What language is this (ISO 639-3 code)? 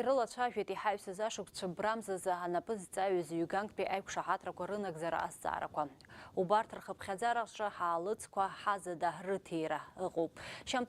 abk